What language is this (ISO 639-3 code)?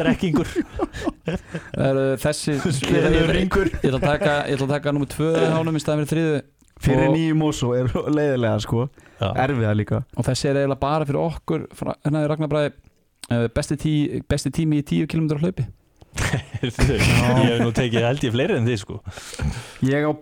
isl